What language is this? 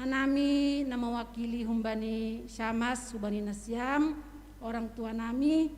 Batak Simalungun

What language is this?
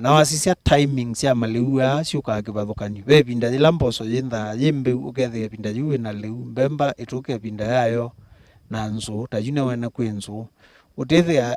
Kamba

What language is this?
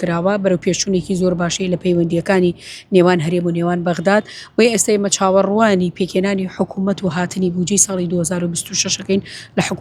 Central Kurdish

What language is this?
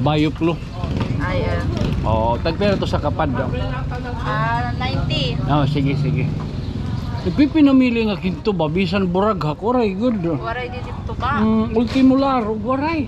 Waray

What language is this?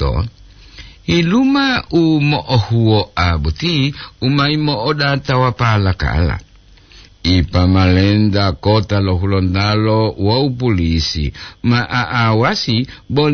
Gorontalo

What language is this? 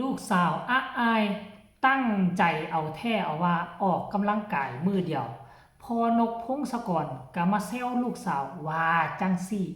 Lao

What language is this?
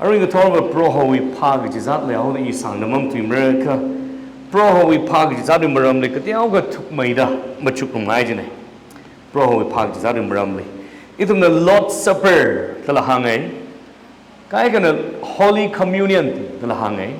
Tangkhul Naga (India)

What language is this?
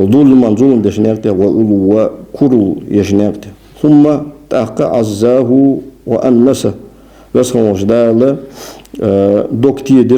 Ingush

